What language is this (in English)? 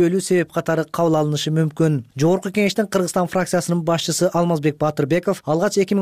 Kyrgyz